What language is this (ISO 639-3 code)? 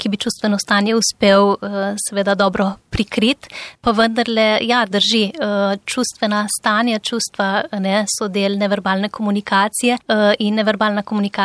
slv